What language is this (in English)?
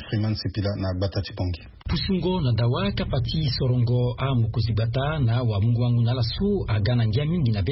Sango